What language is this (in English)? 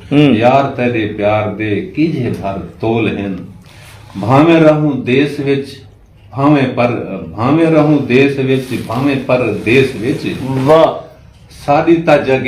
Saraiki